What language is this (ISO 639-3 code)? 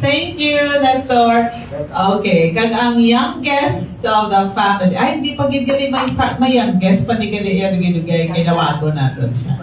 hil